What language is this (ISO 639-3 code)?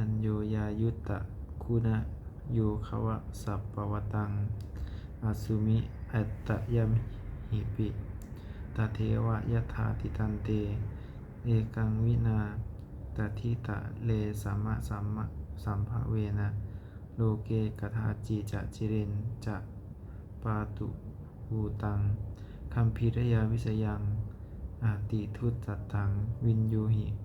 pli